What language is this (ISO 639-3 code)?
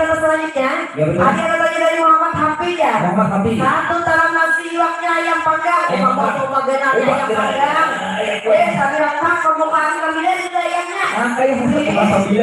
bjn